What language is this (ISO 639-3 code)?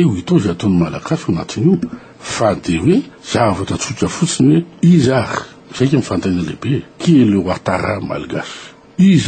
mlg